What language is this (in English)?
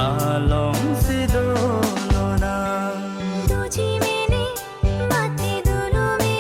Karbi